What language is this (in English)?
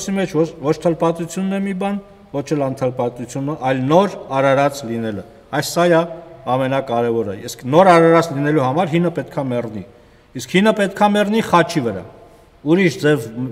Armenian